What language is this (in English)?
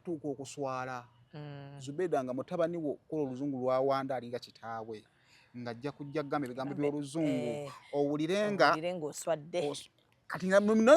Ganda